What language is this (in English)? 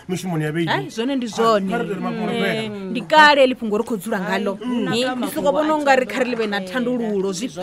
Venda